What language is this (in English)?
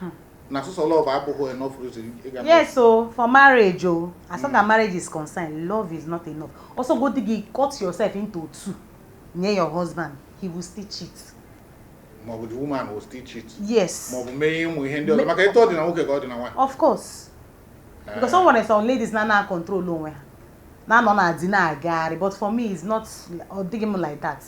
Igbo